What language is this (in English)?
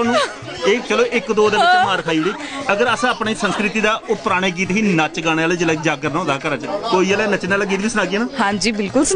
Dogri